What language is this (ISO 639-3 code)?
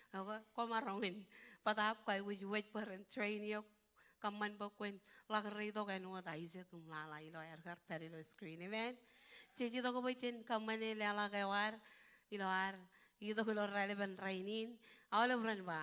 mah